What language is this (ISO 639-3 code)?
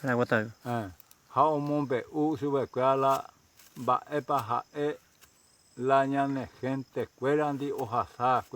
grn